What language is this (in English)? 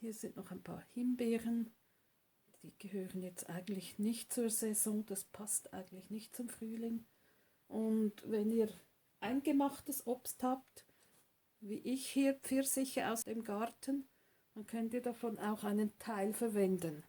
Swiss German